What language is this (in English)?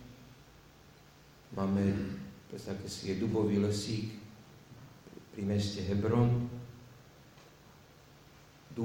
Slovak